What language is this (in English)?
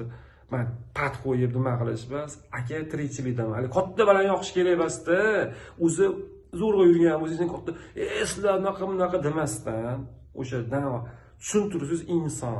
Uzbek